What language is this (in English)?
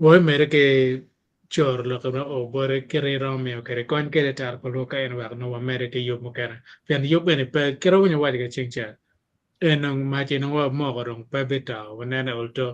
Acoli